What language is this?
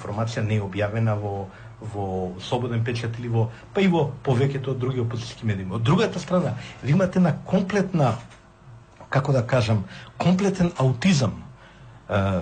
Macedonian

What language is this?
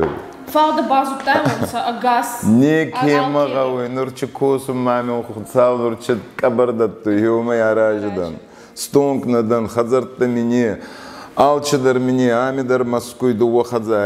Ossetic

